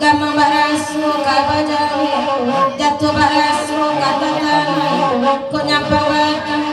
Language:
Minangkabau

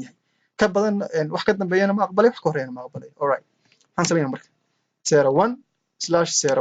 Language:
Somali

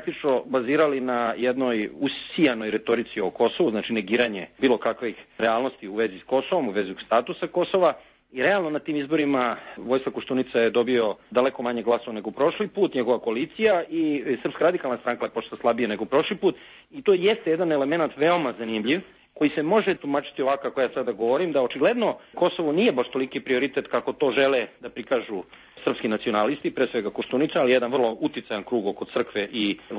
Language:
Serbian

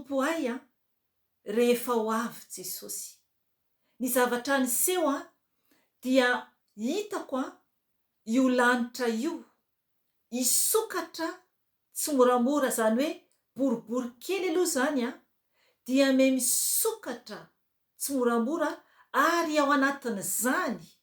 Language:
Malagasy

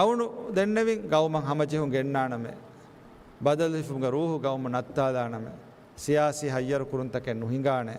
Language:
Divehi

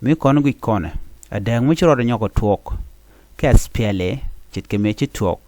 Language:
Nuer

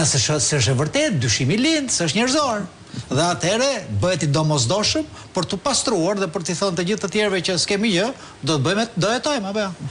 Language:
Albanian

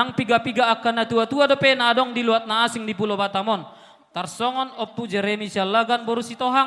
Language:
Batak Toba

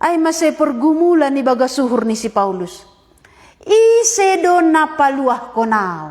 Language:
Batak Simalungun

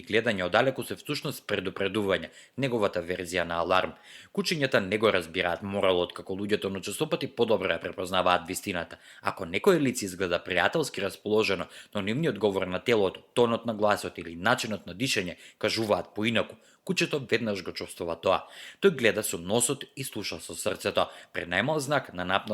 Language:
Macedonian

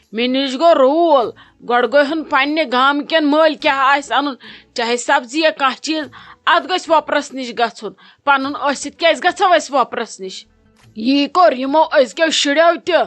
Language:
Kashmiri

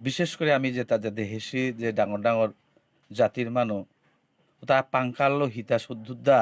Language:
Bishnupriya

